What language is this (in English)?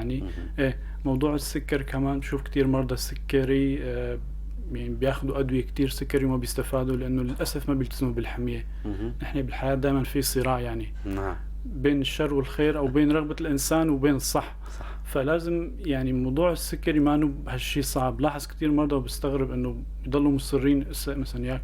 North Levantine Arabic